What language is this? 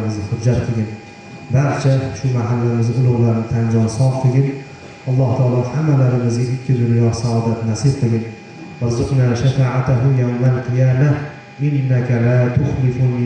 Uzbek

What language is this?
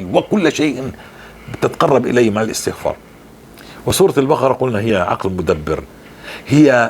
North Levantine Arabic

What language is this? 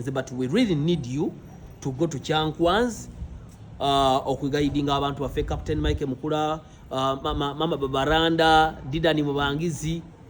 Ganda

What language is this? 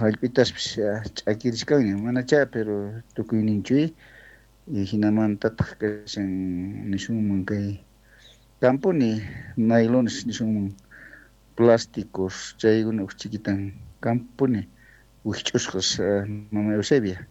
South Bolivian Quechua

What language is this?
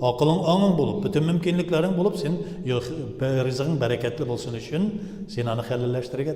Tatar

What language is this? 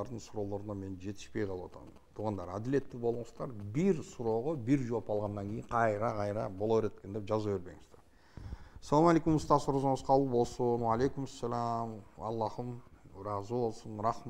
Kyrgyz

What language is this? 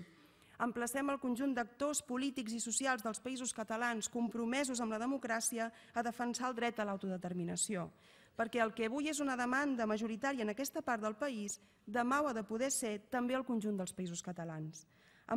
Catalan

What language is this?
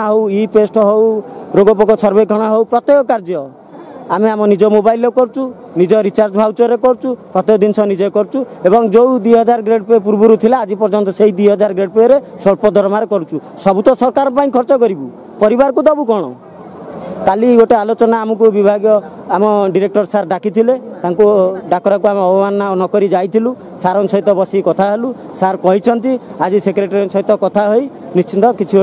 Odia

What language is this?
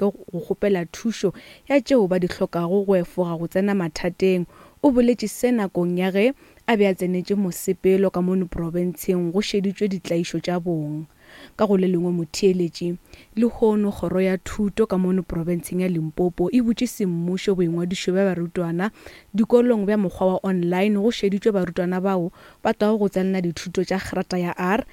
Northern Sotho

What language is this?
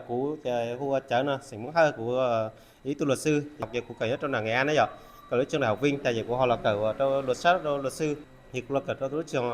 Hmong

